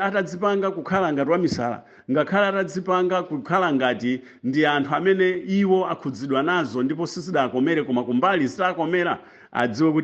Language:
Nyanja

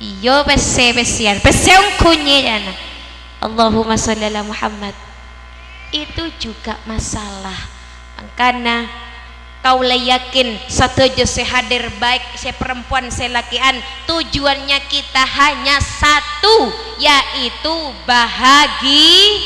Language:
Madurese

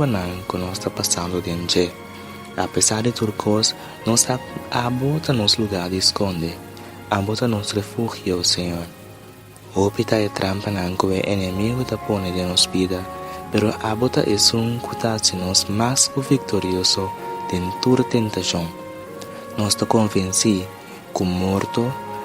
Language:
Papiamento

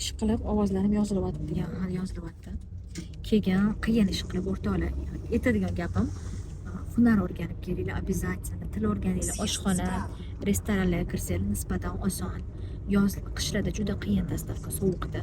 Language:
Uzbek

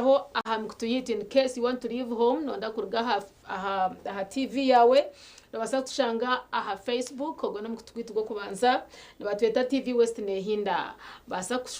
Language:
Nyankole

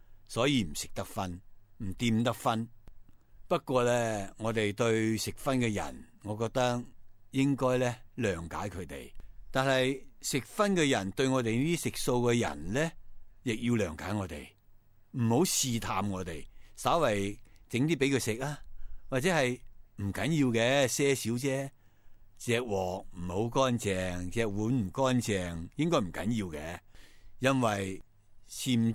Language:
Cantonese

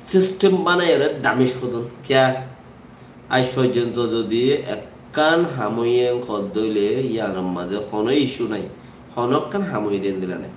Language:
Rohingya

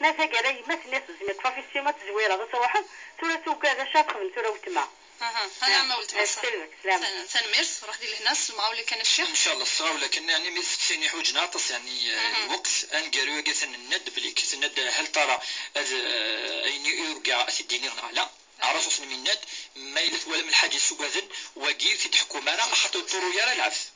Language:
Moroccan Arabic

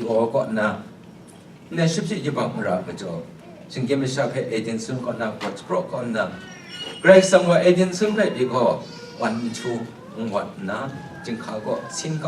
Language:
Kachin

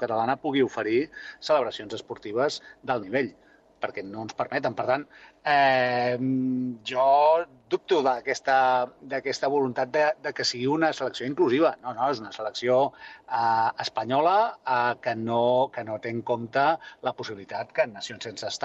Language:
Catalan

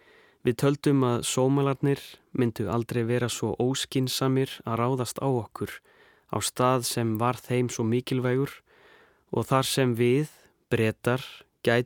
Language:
Icelandic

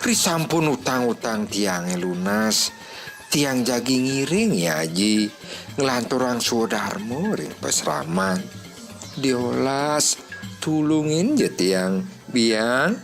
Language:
Balinese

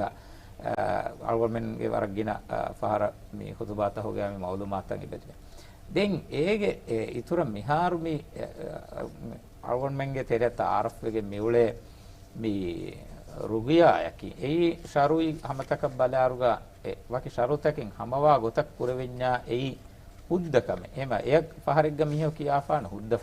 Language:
Divehi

